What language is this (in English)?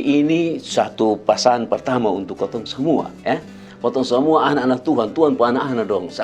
Kupang Malay